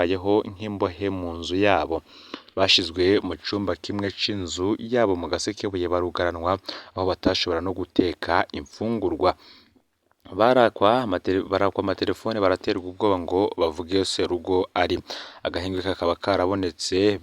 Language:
Rundi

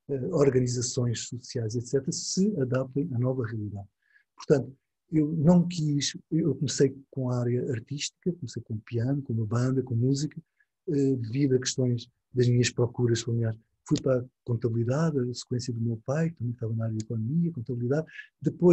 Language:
Portuguese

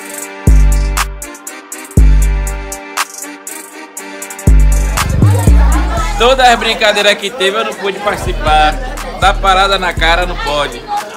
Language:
Portuguese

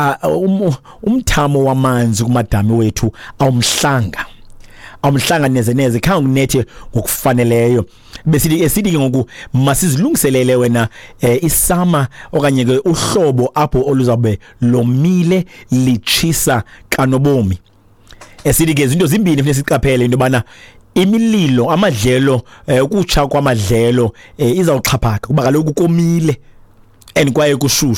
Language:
Xhosa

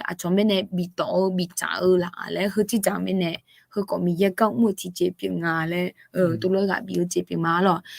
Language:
Akha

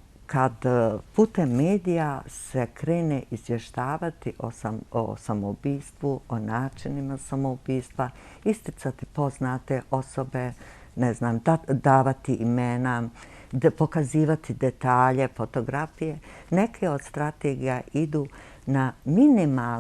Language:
Bosnian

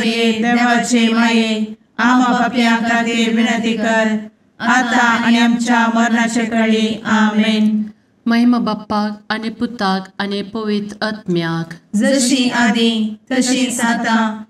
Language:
Konkani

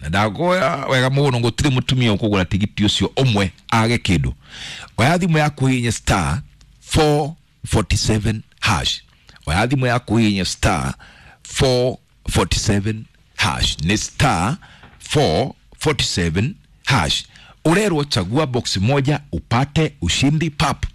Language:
Kikuyu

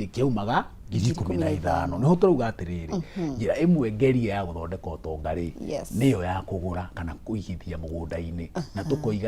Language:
Kikuyu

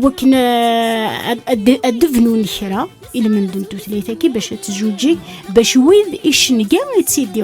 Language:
Kabyle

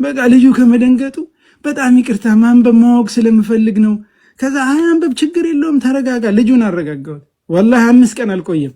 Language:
Amharic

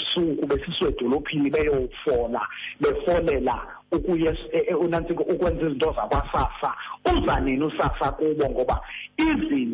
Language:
Xhosa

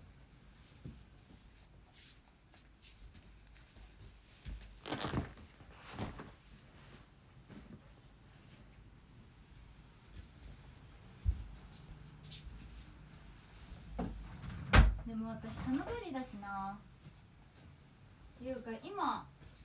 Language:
Japanese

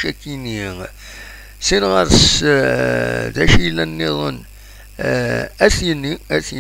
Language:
Kabyle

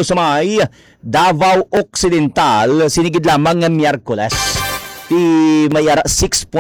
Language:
Hiligaynon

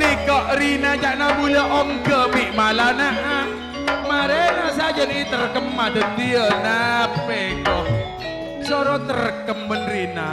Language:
Madurese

